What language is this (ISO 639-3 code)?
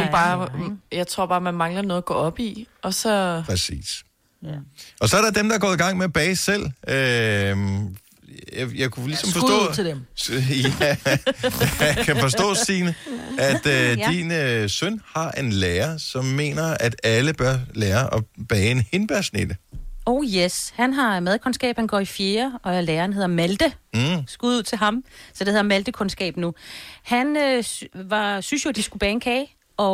dan